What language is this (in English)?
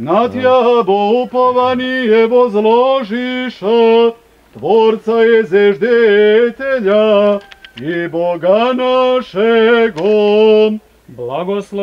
Serbian